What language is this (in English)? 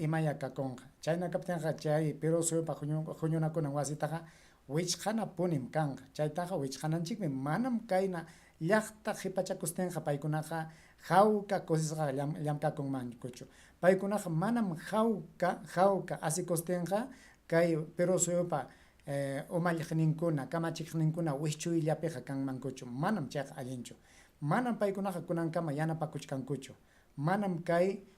Ayacucho Quechua